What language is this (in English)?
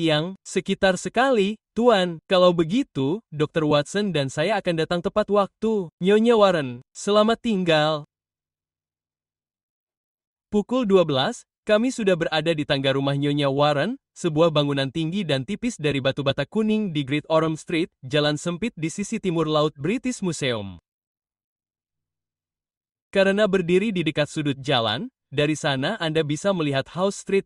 Indonesian